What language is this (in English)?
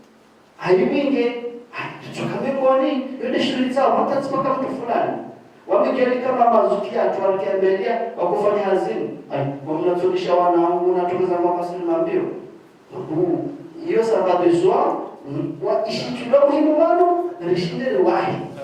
Ngazidja Comorian